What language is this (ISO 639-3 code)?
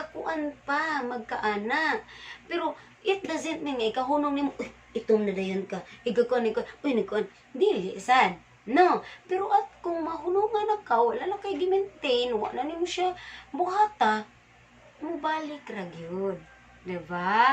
ceb